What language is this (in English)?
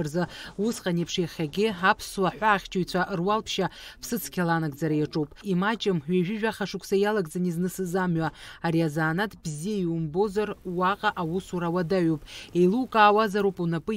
Abkhazian